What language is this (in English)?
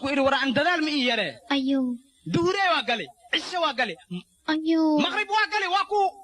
Somali